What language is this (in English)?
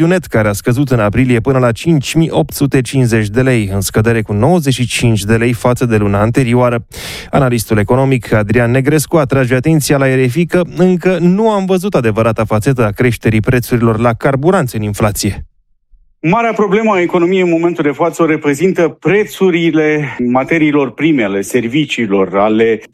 Romanian